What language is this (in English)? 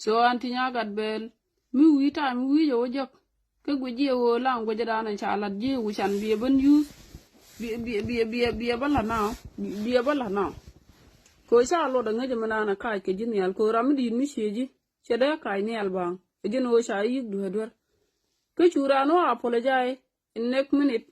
Nuer